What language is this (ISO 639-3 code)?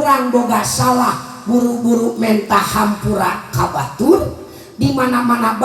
sun